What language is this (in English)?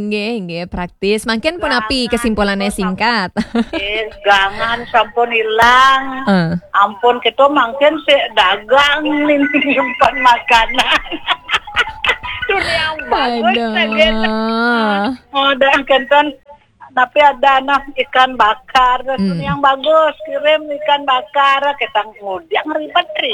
Balinese